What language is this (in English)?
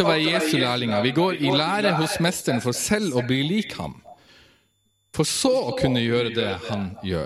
Norwegian